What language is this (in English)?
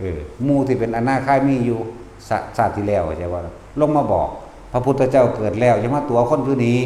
Northeastern Thai